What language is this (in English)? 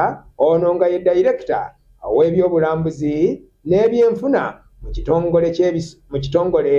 Ganda